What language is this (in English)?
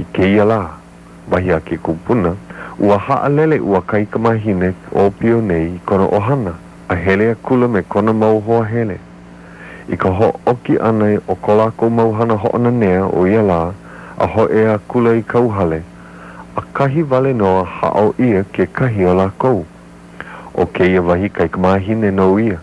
Hawaiian